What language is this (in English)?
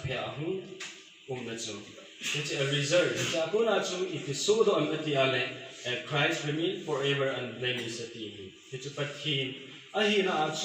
Thado Chin